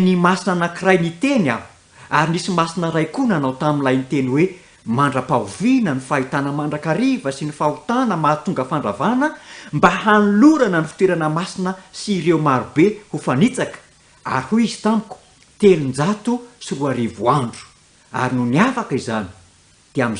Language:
Malagasy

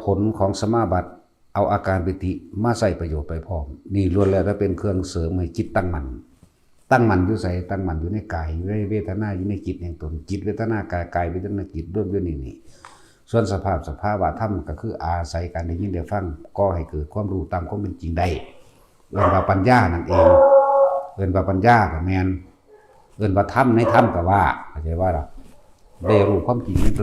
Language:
Northeastern Thai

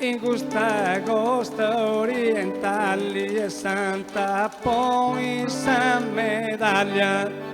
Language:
Sardinian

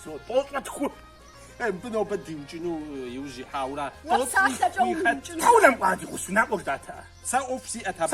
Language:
Kabardian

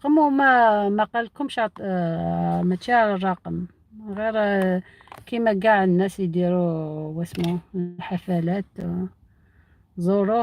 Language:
Algerian Arabic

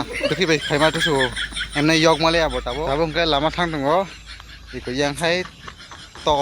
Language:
Kok Borok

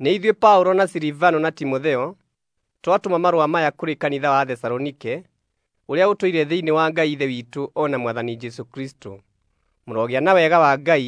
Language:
Kikuyu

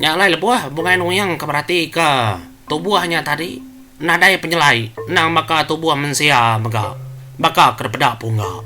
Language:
Iban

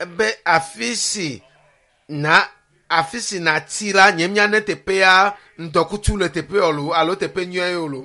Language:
Ewe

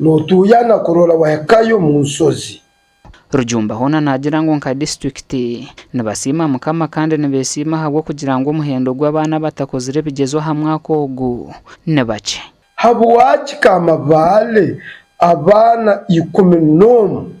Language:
Nyankole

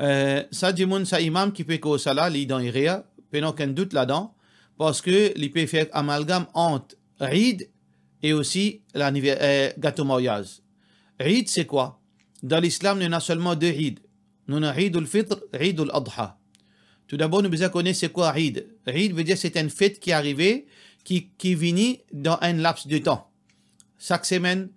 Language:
Morisyen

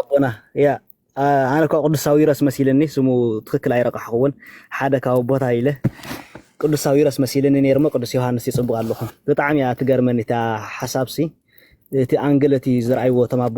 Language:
Tigrinya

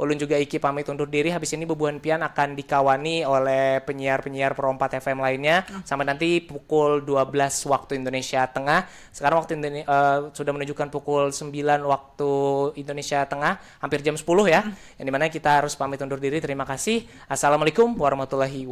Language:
Banjar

